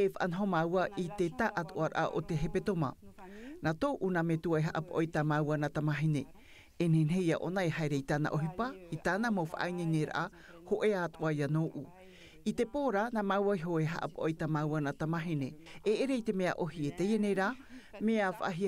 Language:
Tahitian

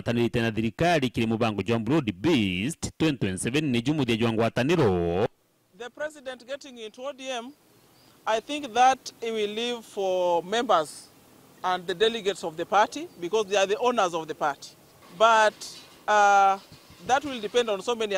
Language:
Meru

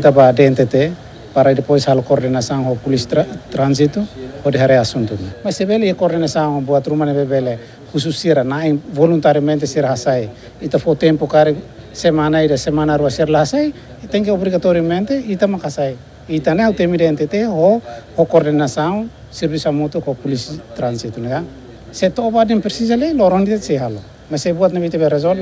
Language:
Tetum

